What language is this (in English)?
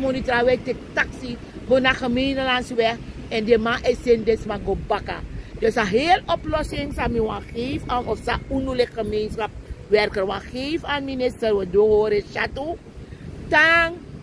Sranan Tongo